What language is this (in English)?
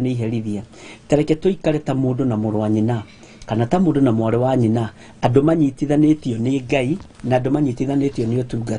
Kikuyu